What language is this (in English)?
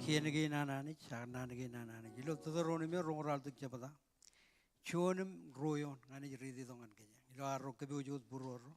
Marshallese